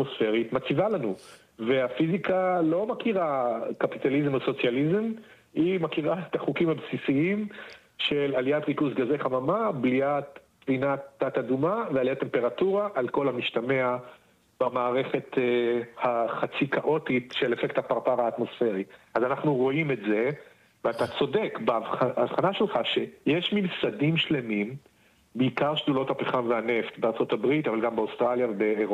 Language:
Hebrew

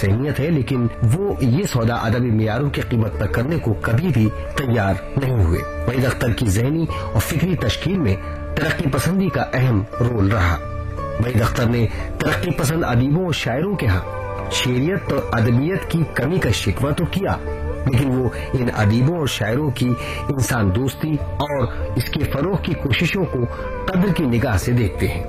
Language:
Urdu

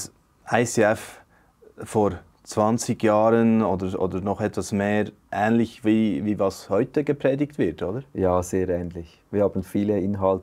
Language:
Swiss German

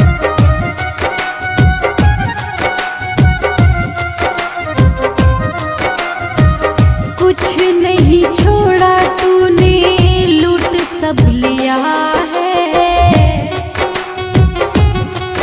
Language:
Hindi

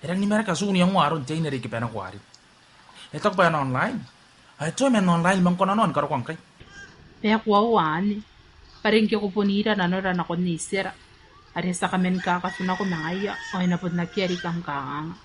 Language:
Gilbertese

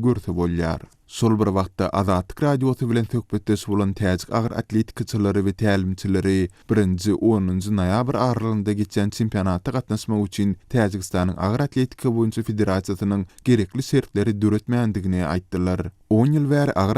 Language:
Turkmen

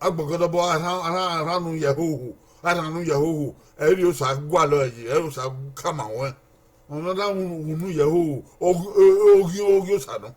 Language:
Bini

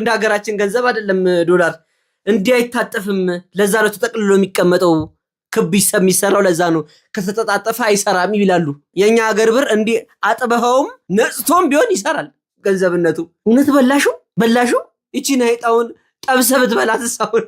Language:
Amharic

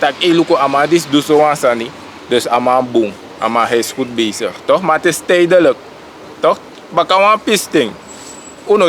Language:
Sranan Tongo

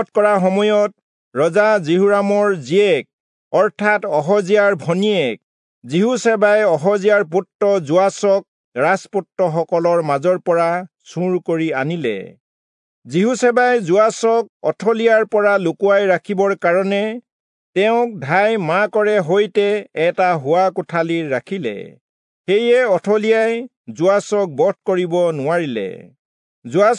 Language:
Assamese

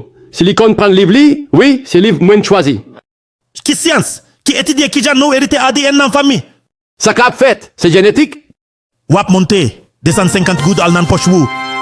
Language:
Haitian Creole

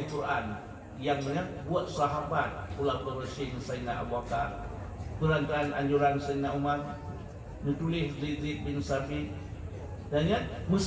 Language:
Achinese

